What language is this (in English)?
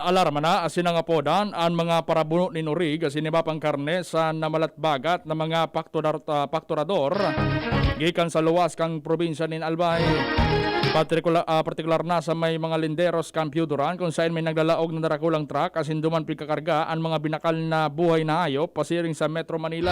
Bikol